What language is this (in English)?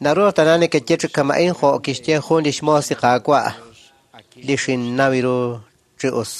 Kekchí